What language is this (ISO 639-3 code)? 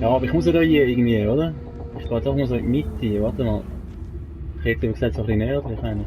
gsw